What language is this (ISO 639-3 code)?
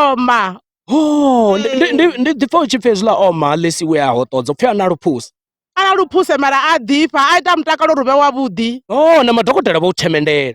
ven